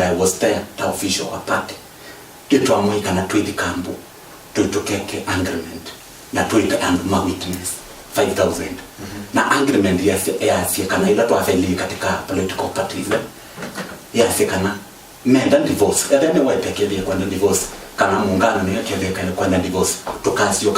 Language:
Kamba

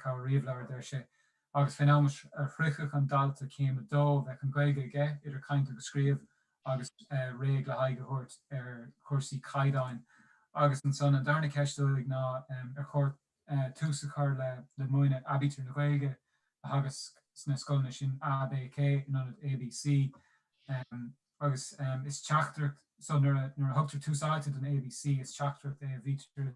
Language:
Irish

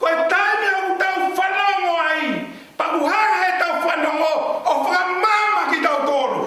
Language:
Tongan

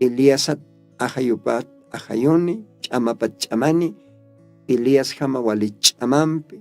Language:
Aymara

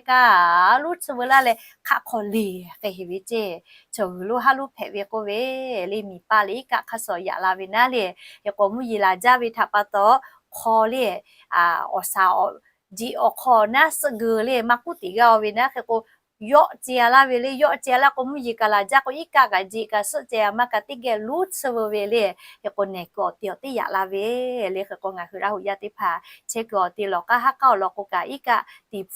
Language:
Lahu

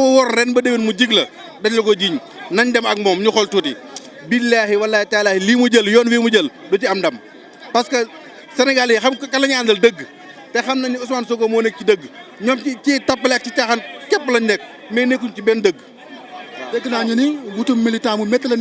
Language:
Wolof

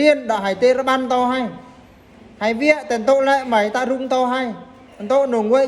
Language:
Eastern Bru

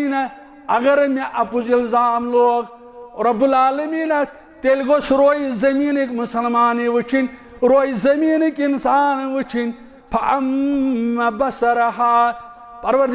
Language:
Kashmiri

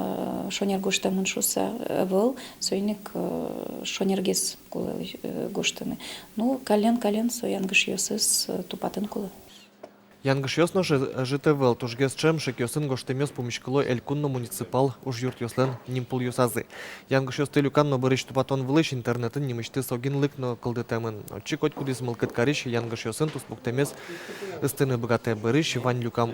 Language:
Udmurt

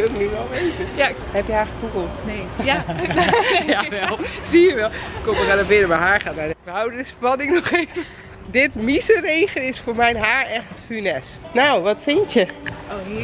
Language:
Dutch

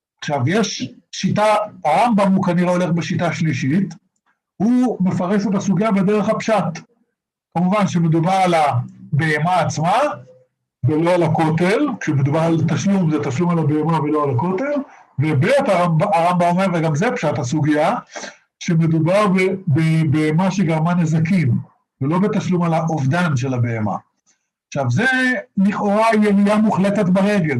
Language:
Hebrew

